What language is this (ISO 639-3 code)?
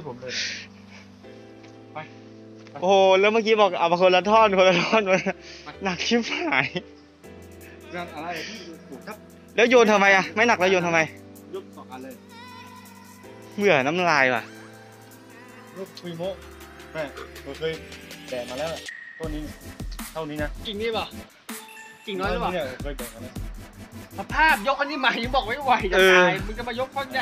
tha